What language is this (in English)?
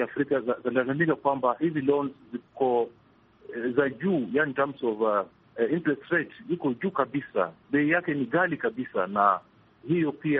Swahili